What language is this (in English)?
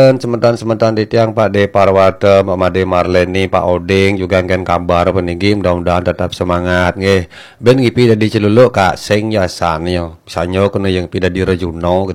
Balinese